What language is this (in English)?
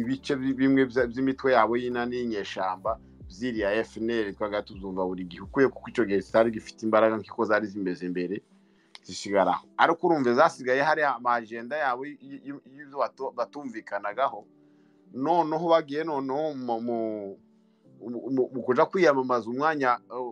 Kinyarwanda